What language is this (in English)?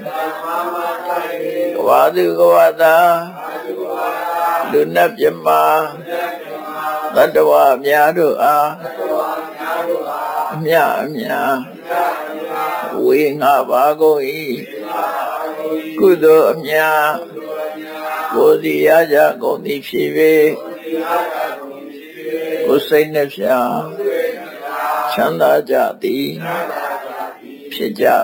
Burmese